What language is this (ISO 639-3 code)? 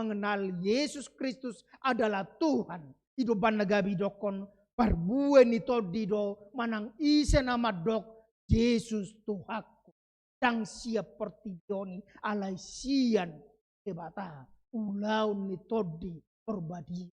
bbc